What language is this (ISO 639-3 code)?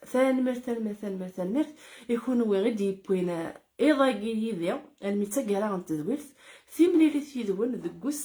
kab